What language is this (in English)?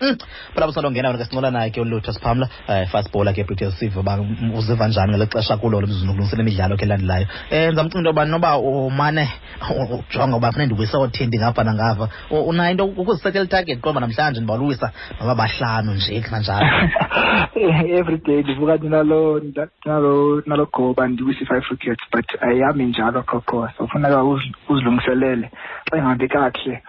Xhosa